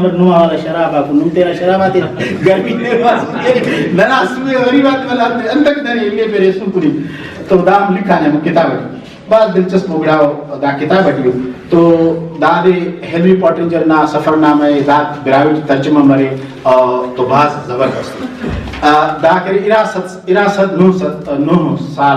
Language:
Brahui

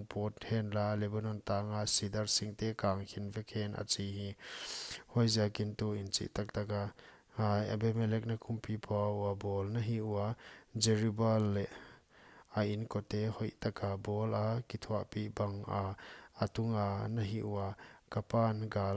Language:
Paite Chin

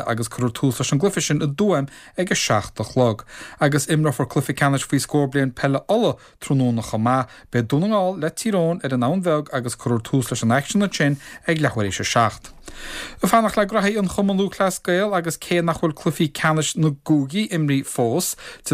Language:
Irish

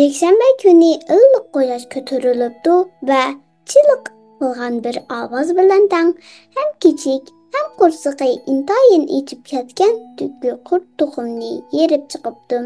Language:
Uyghur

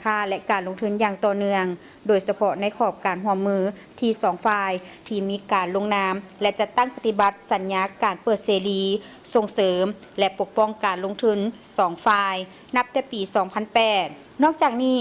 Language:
Lao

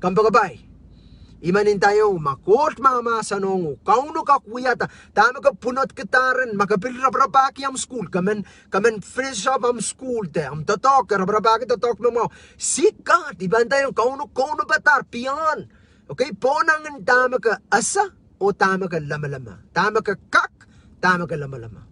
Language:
Pohnpeian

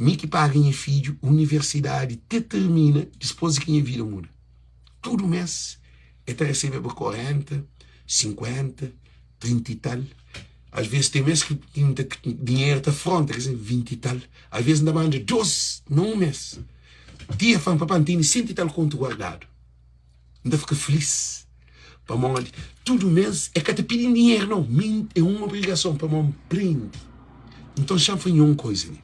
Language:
Kabuverdianu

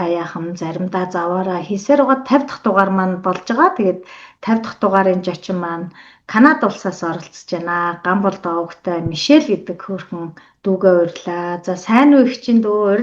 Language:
Mongolian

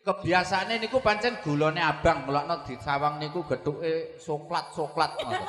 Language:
Javanese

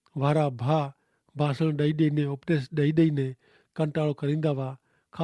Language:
Kachhi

